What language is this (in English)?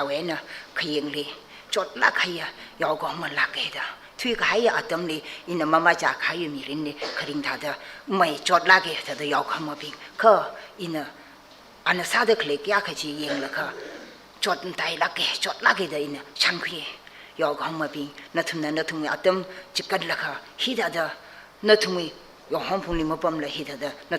Tangkhul Naga (India)